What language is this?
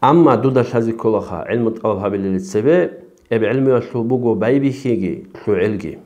Avaric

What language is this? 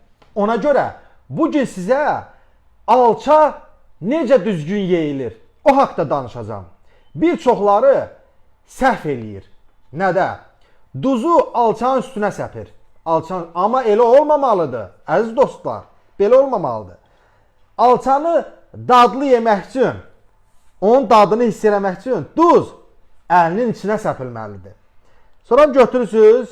Azerbaijani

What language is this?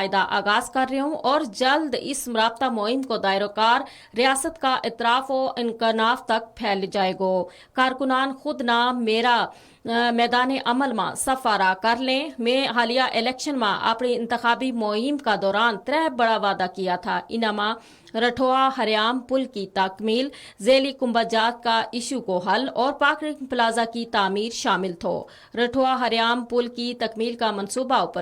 Gujari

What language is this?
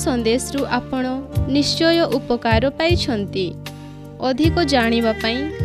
Odia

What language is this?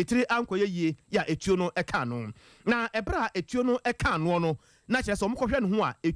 Akan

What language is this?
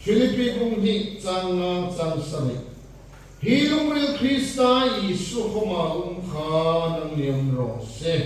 Hmar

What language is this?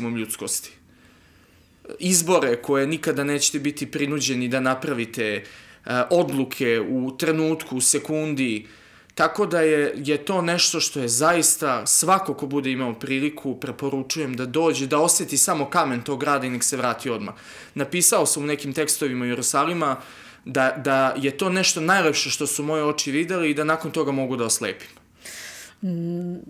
Serbian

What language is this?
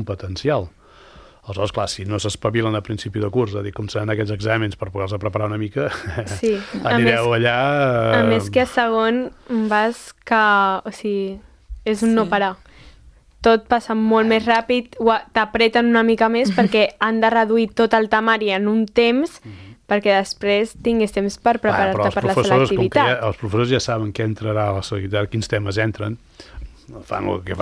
Catalan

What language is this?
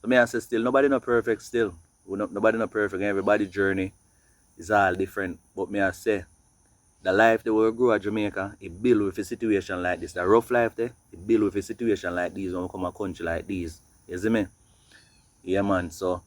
Jamaican Creole English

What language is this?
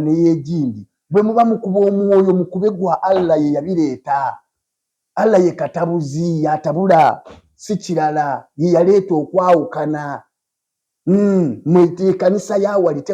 Ganda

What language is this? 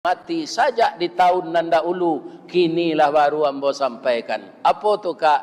Minangkabau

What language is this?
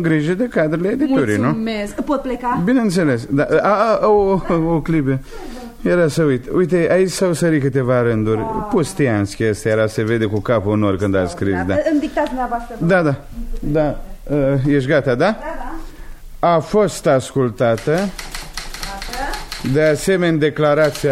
Romanian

